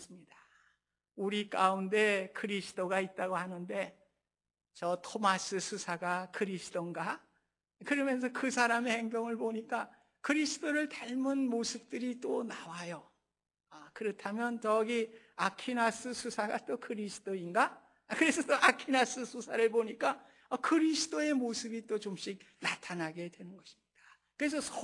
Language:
Korean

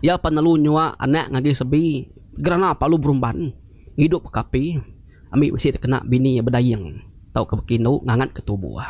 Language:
Iban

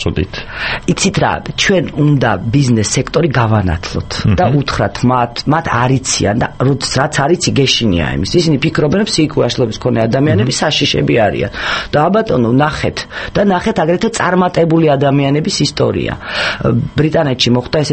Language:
Georgian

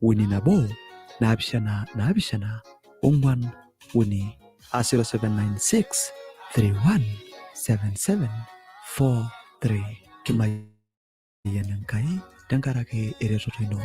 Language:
Masai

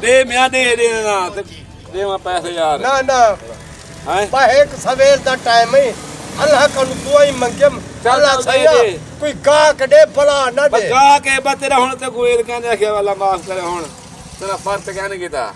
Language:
Saraiki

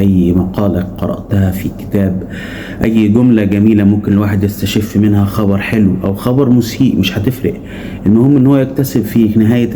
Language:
Egyptian Arabic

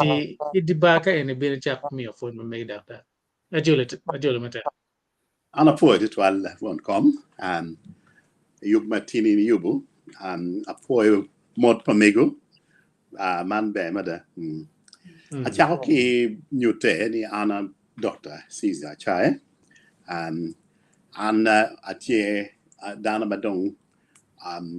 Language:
Acoli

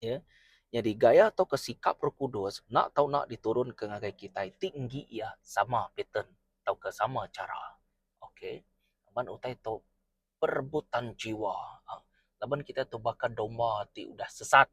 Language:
Iban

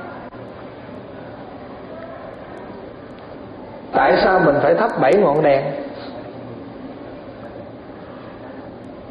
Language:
Vietnamese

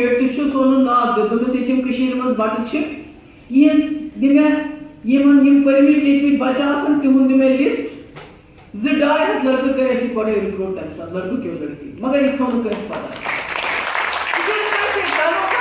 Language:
Kashmiri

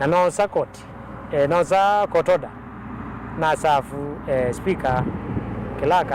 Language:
Kamba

